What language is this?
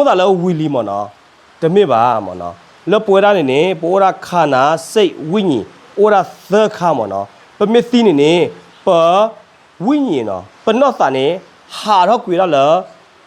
S'gaw Karen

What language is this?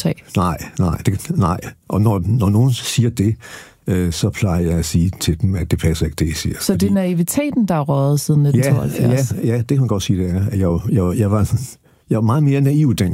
Danish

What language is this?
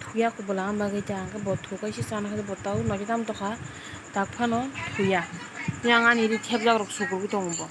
Kok Borok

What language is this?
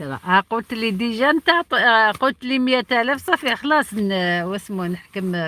Algerian Arabic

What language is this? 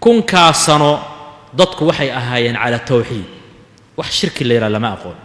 Somali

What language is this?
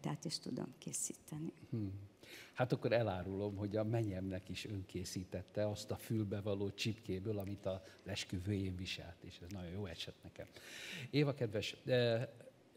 Hungarian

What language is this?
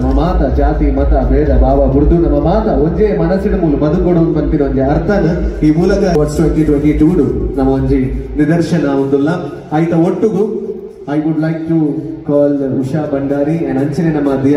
Tulu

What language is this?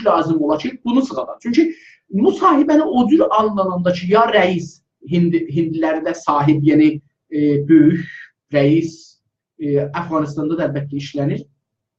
South Azerbaijani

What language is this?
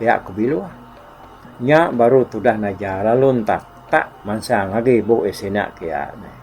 Iban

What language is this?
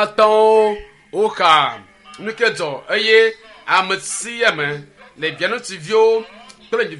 Ewe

